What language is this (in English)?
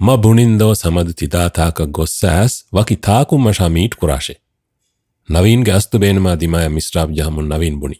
Divehi